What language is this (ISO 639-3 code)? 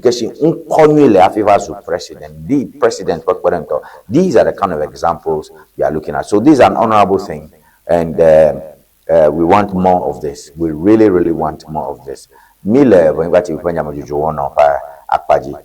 ewe